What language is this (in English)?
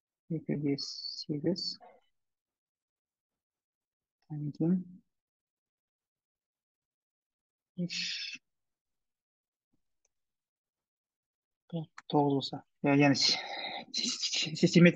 Kazakh